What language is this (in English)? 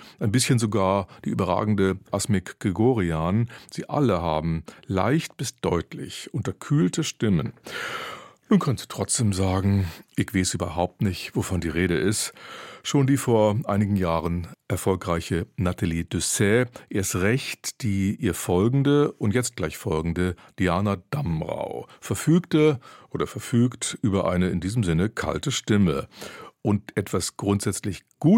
German